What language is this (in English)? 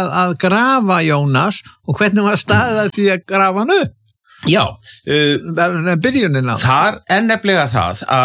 Icelandic